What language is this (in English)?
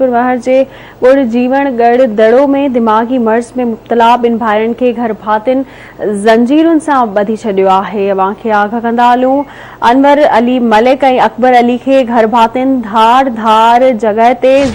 Sindhi